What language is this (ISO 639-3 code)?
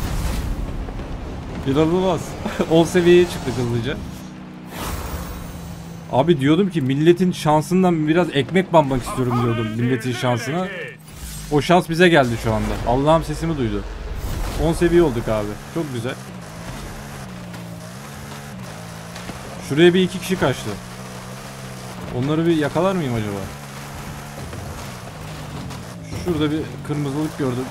tur